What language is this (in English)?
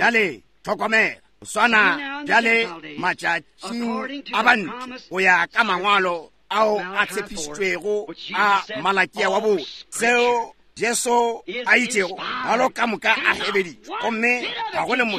Northern Sotho